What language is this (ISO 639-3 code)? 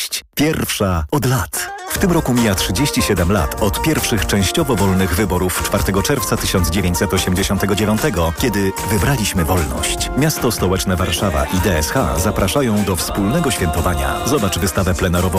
pol